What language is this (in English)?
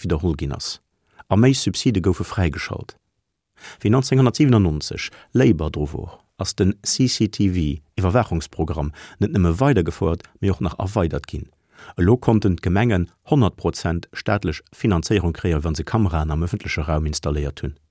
Luxembourgish